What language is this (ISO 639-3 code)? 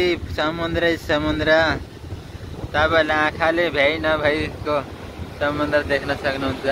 nep